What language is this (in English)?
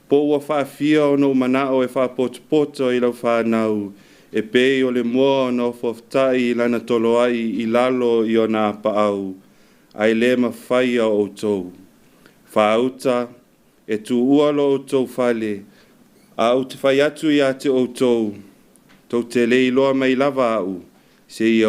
Samoan